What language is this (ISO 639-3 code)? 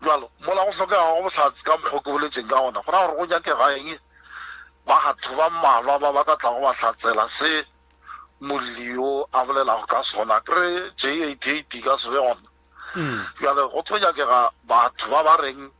nso